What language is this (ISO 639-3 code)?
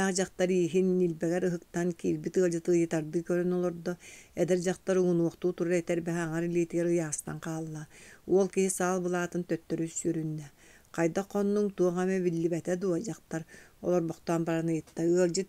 sah